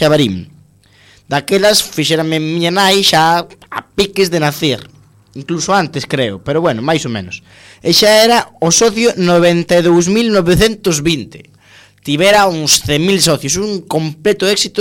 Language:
Galician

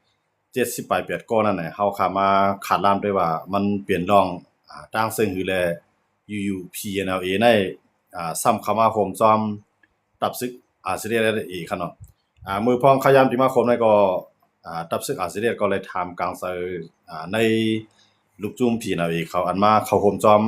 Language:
Shan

